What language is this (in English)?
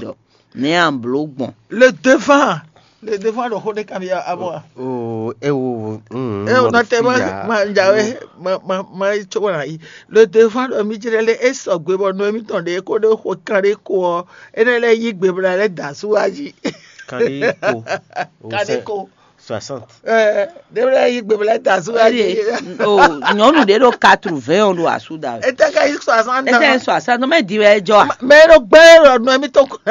Fon